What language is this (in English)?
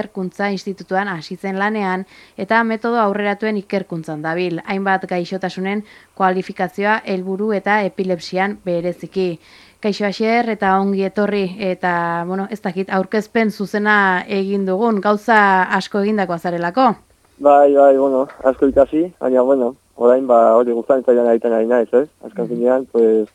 Basque